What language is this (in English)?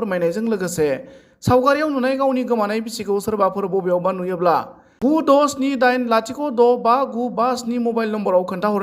Bodo